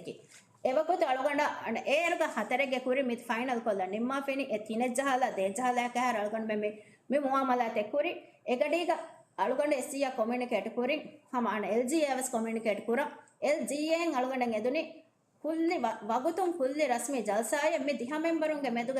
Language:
Divehi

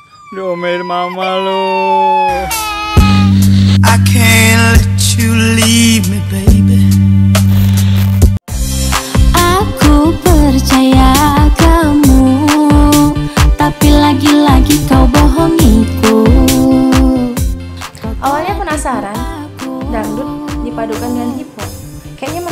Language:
Indonesian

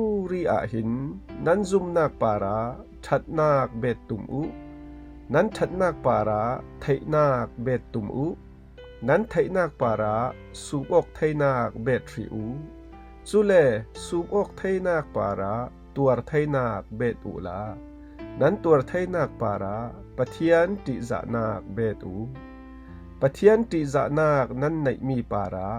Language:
Falam Chin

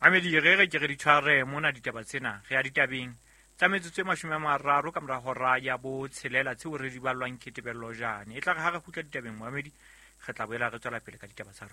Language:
Southern Sotho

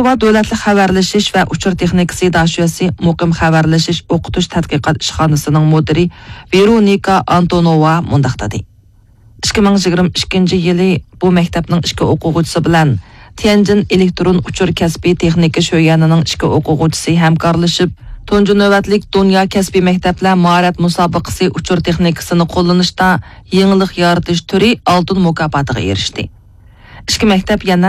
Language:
Uyghur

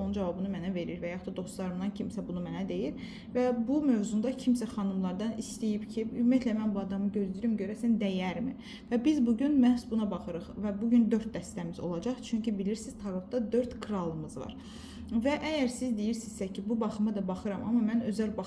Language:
Azerbaijani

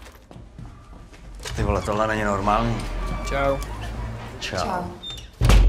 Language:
Czech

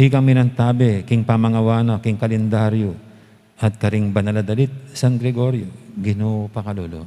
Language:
Pampanga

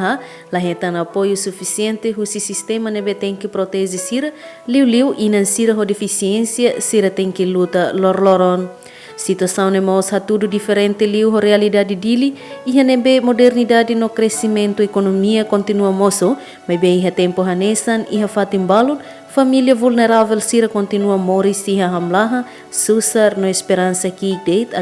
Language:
Tetum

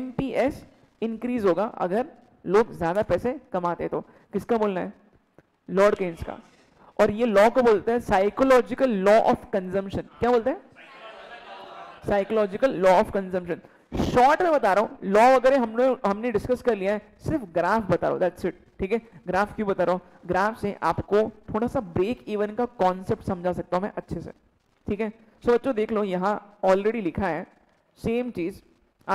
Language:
Hindi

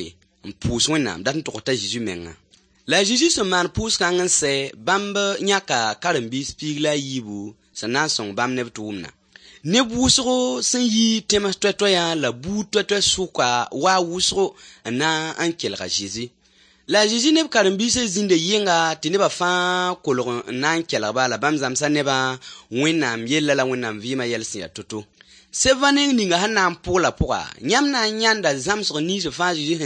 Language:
Mossi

